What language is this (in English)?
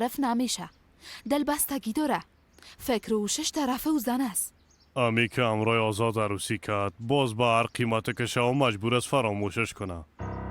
Persian